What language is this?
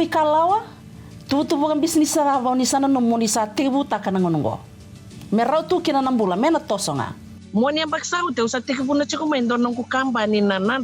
Fijian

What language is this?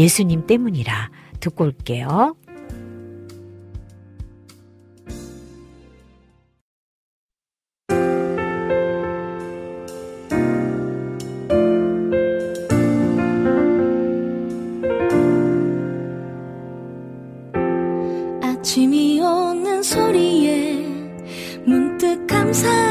Korean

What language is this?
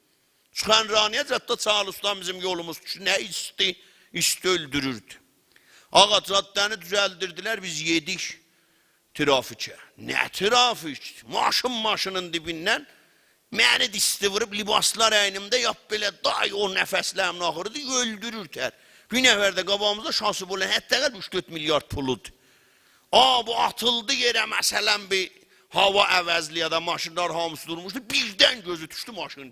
South Azerbaijani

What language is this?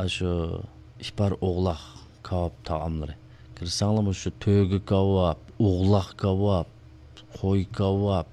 Uyghur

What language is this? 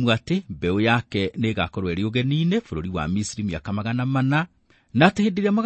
Kikuyu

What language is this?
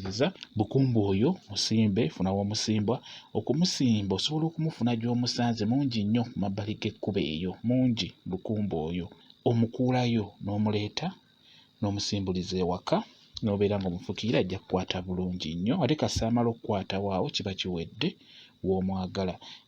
Ganda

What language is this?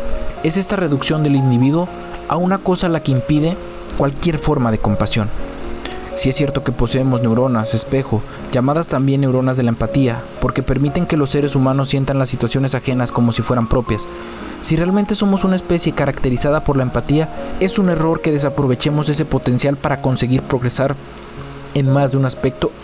Spanish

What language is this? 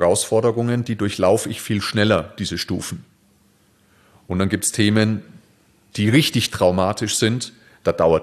German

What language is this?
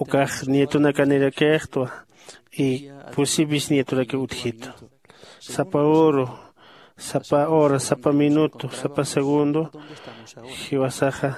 Aymara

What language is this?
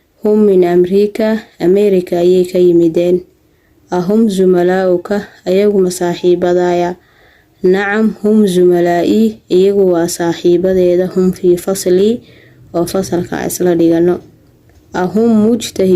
Somali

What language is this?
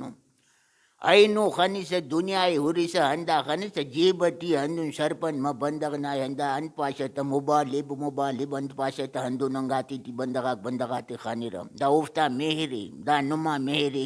Brahui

